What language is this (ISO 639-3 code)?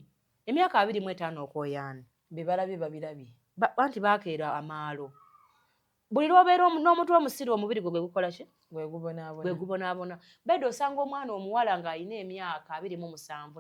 lug